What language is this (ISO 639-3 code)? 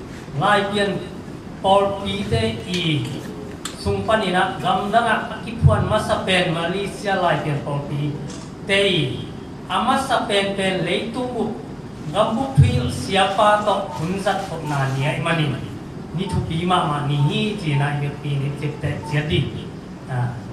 ctd